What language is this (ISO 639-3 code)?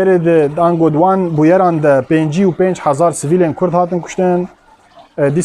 kur